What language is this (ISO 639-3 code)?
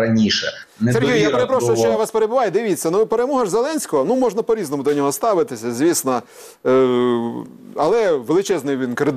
ukr